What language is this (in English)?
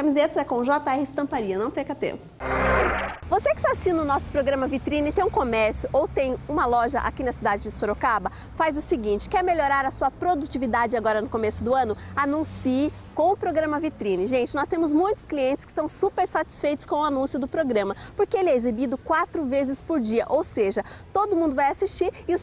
Portuguese